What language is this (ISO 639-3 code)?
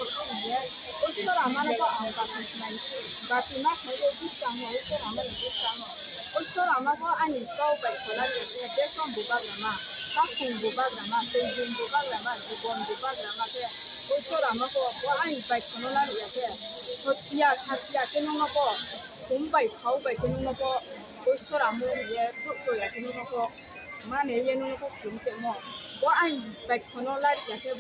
ria